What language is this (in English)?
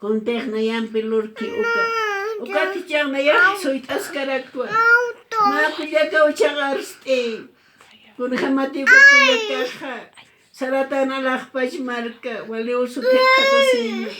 Aymara